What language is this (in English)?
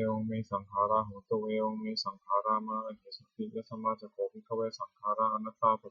Pali